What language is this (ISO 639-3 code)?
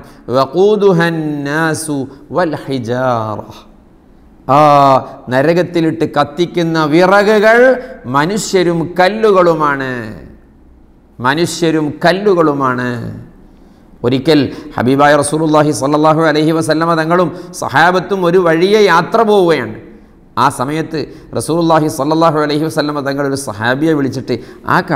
mal